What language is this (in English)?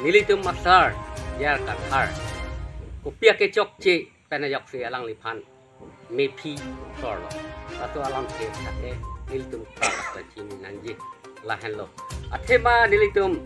Karbi